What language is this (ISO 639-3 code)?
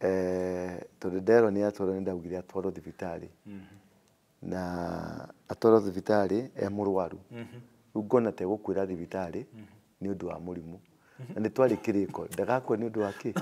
kik